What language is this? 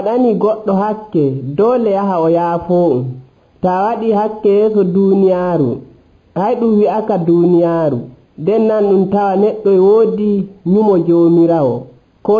Nigerian Fulfulde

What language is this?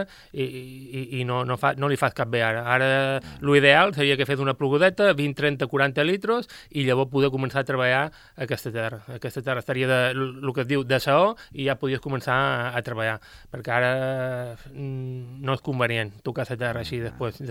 Catalan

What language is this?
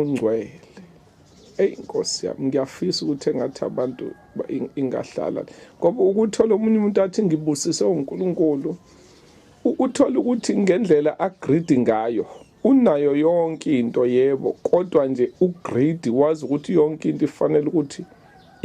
Zulu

